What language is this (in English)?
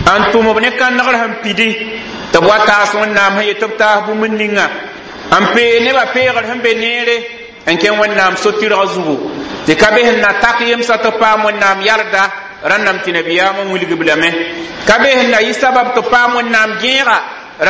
Mossi